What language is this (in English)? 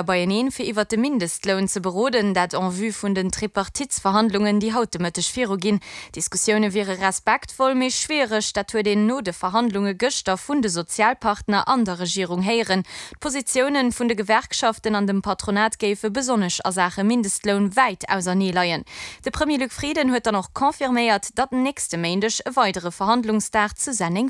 Luxembourgish